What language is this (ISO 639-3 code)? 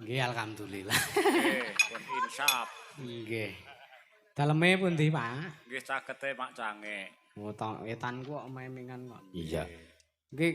jav